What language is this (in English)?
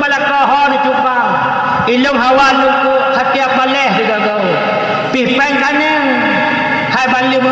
Achinese